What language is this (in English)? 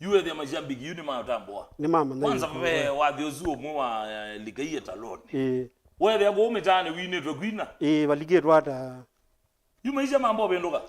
Kamba